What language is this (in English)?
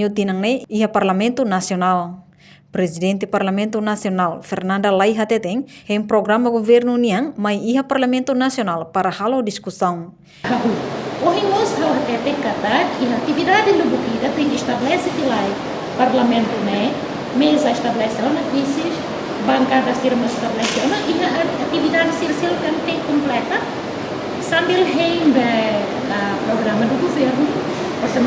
Tetum